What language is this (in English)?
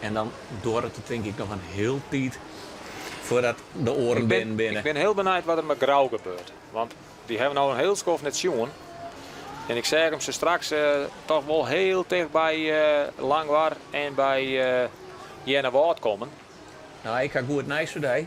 Western Frisian